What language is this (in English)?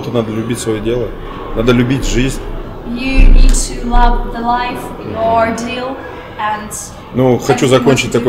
Russian